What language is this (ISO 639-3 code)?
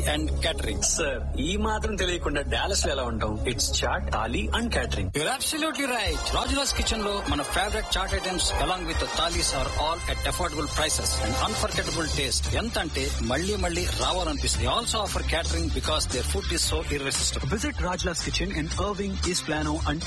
tel